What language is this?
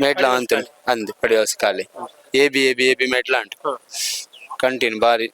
Tulu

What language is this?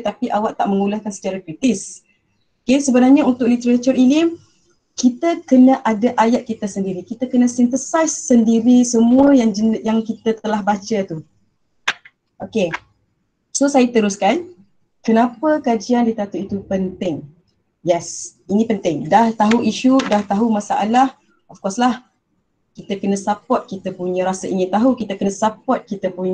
Malay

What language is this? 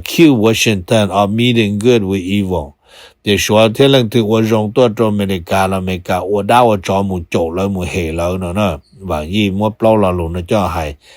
Hmong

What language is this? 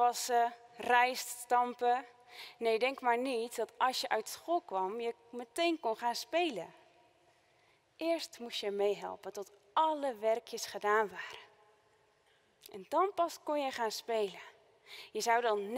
Dutch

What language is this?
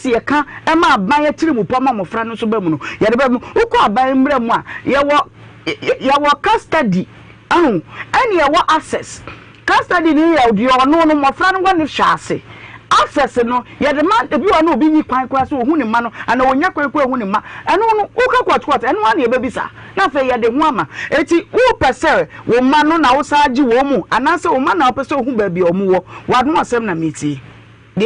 Akan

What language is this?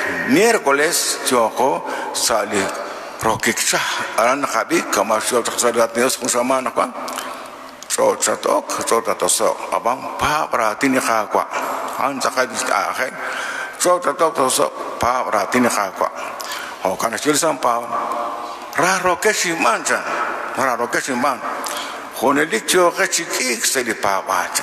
Kekchí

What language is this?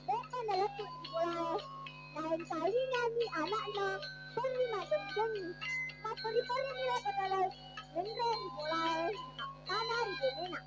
Buginese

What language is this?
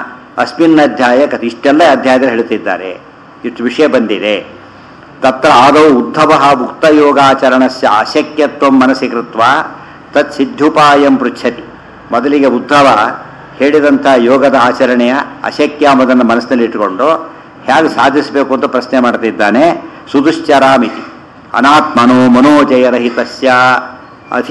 Kannada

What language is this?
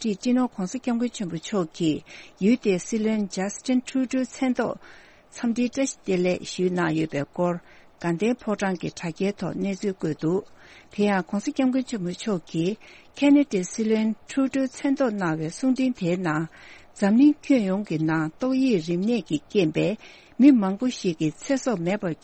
Tibetan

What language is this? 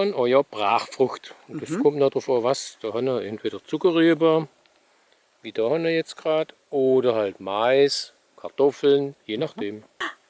Swabian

